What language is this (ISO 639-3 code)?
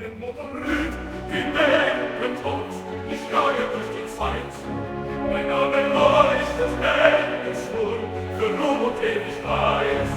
bar